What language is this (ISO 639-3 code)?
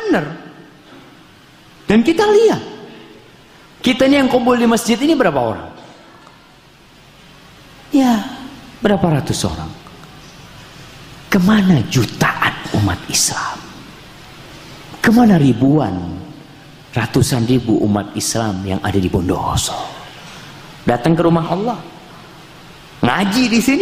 ind